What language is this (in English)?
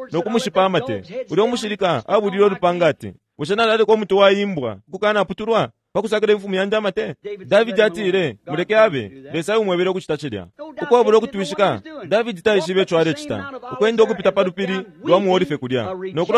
Bemba